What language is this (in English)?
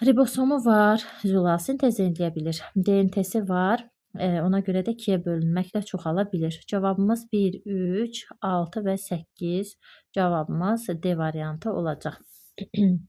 Azerbaijani